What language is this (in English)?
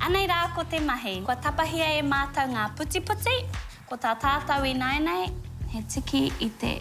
Māori